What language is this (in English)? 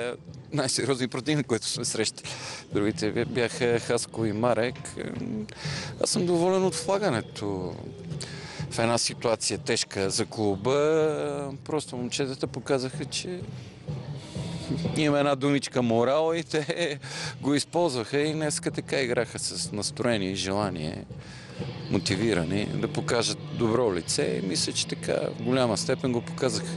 Bulgarian